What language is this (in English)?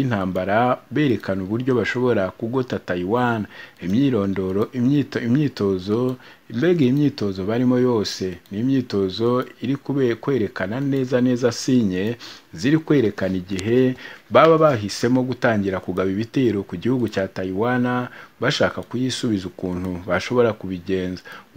Kinyarwanda